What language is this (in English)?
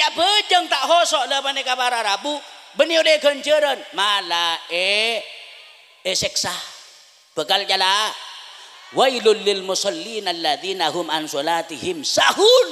Madurese